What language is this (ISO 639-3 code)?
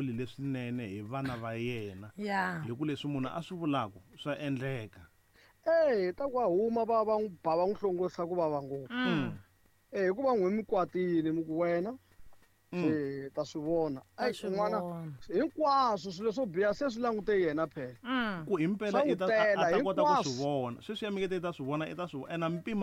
tso